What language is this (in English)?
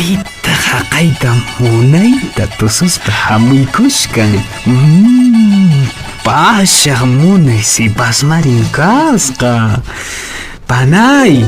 Quechua